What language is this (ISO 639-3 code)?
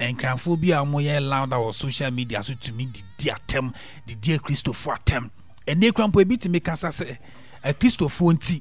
aka